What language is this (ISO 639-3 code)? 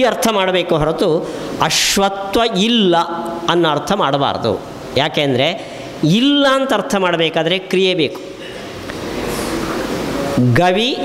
kan